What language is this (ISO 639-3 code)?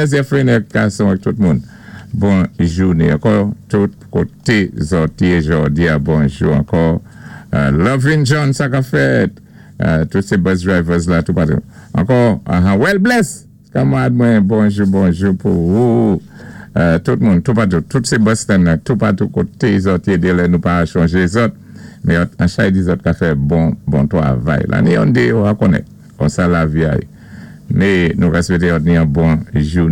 acf